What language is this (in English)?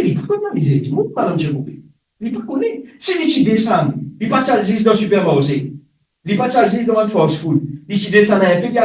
Morisyen